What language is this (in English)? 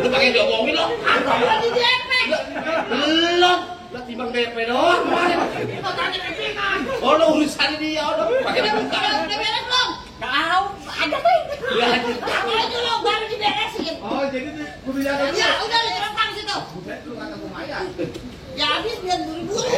Betawi